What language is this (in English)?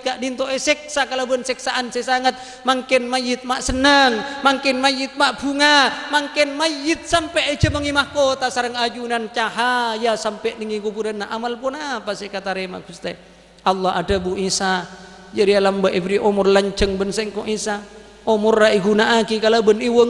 Madurese